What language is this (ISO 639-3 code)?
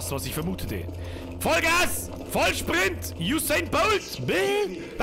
bar